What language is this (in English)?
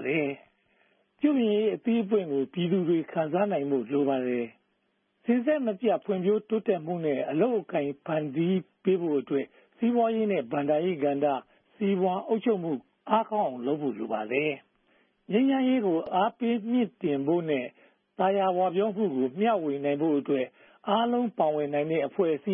Burmese